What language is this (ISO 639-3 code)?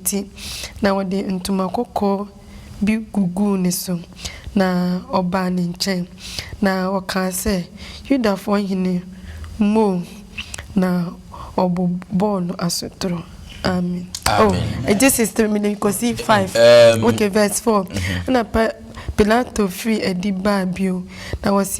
aka